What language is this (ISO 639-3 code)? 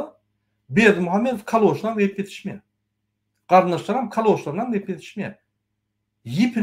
tuk